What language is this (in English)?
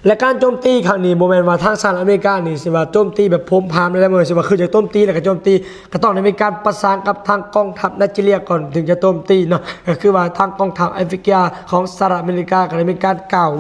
Lao